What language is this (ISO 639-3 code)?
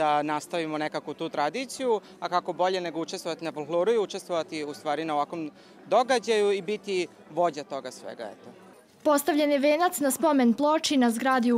srp